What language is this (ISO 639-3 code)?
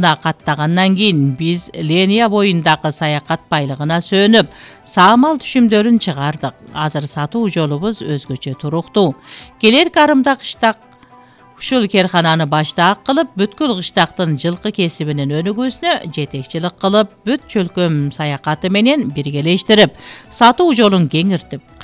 kir